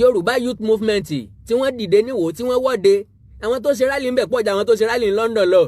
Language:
Yoruba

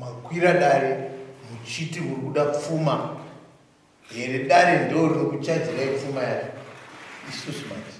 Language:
Shona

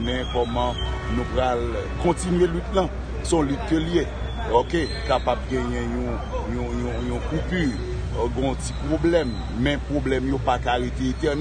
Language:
Haitian Creole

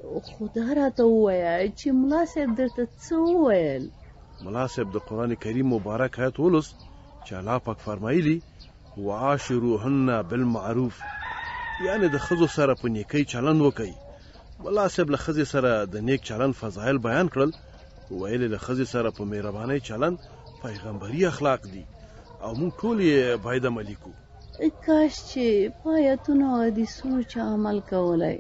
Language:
Pashto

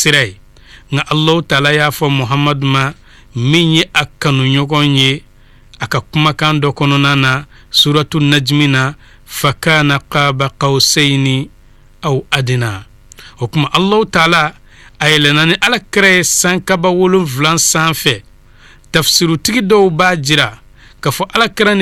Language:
Bambara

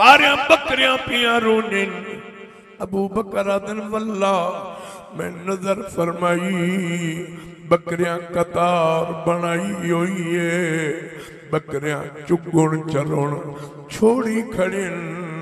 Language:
Saraiki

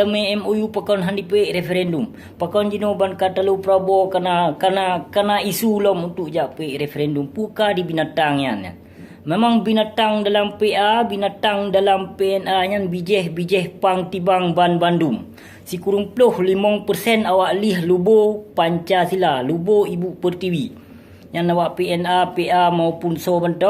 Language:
Achinese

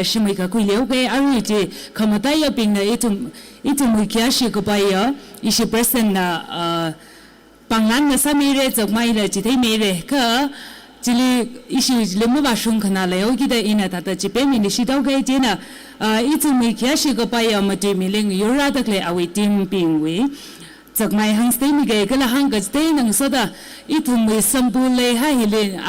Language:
Tangkhul Naga (India)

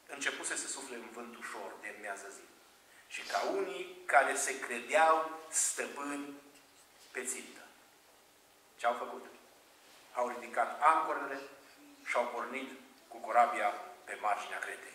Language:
Romanian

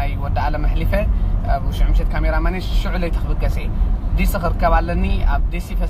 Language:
Tigrinya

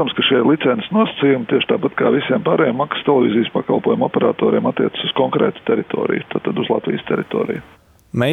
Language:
Latvian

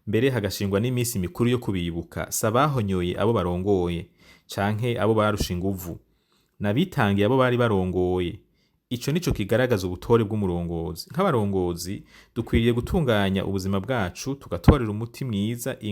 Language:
Rundi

